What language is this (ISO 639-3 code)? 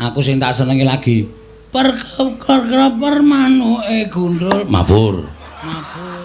jav